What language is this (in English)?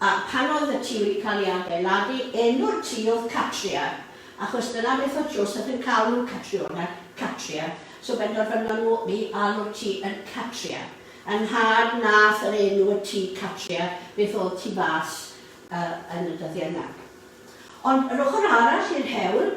Welsh